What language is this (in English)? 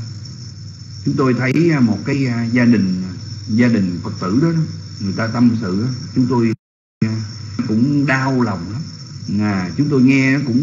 Vietnamese